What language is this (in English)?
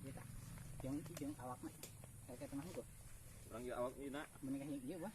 Sundanese